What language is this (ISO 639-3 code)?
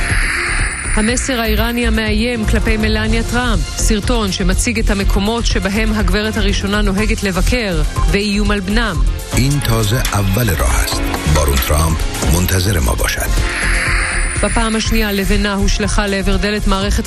heb